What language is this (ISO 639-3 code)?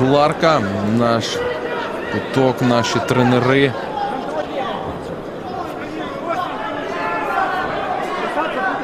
ukr